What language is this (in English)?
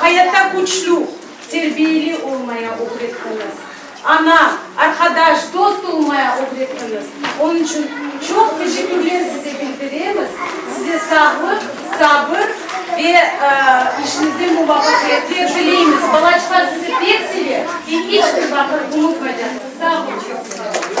Crimean Tatar